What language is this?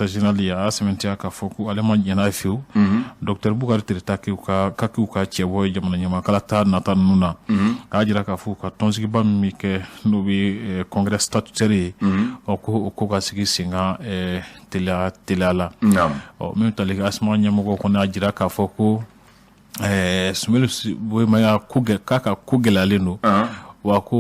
Bambara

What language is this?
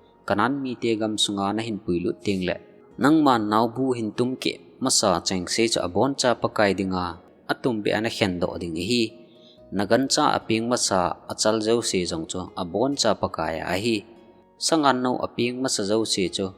Thado Chin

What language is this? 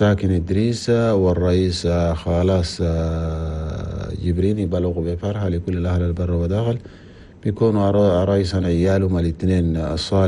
Chadian Arabic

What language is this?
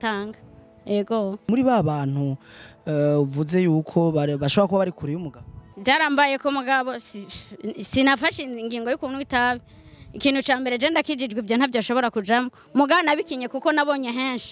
Rundi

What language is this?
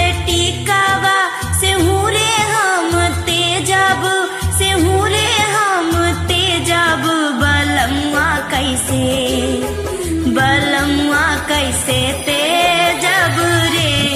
Bhojpuri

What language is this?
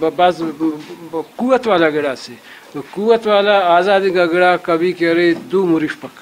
Brahui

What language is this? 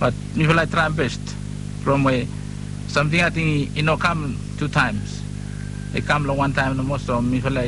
Bislama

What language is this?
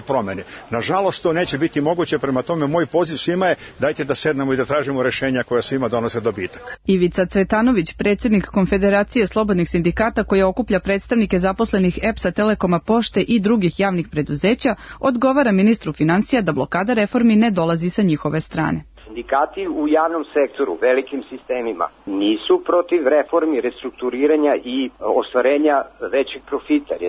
Serbian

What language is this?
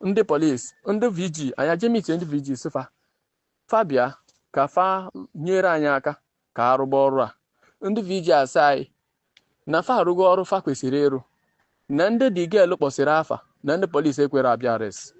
Igbo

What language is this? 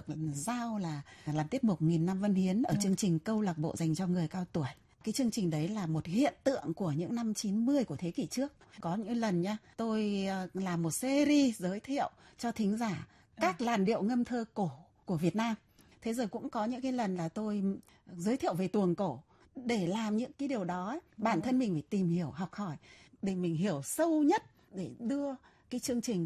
Vietnamese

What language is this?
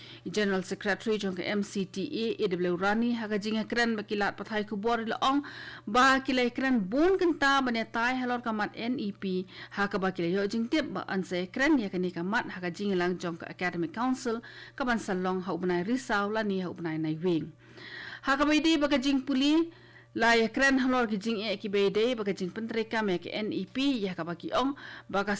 Khasi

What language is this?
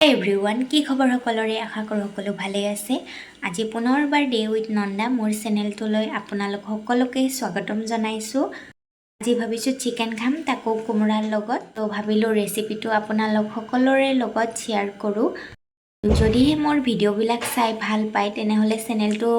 Assamese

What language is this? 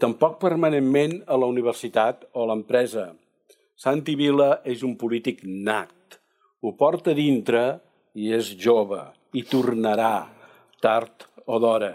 Catalan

